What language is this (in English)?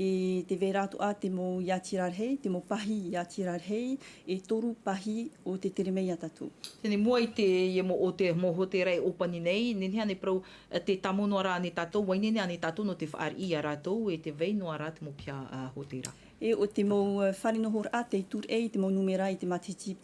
Tahitian